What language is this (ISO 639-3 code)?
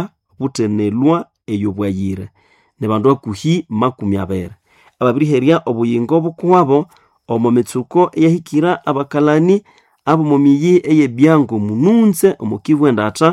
nnb